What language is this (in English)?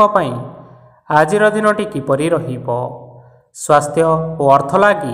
Odia